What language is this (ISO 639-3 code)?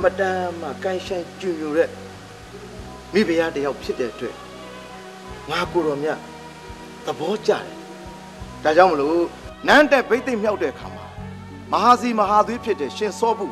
mya